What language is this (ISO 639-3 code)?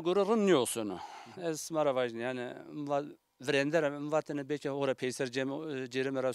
zza